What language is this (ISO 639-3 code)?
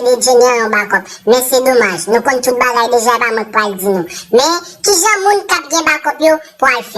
hat